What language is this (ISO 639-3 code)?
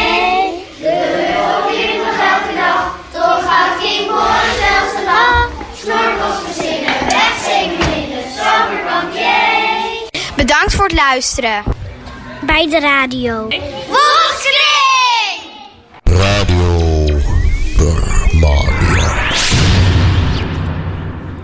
nld